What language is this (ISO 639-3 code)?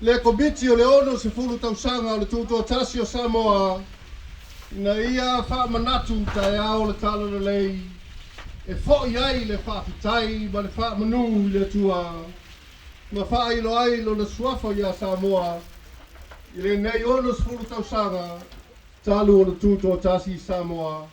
smo